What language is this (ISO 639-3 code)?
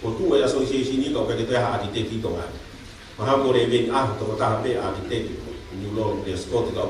ton